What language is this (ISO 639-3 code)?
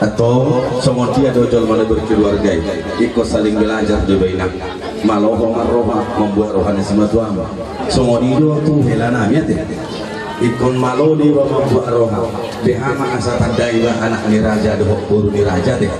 bbc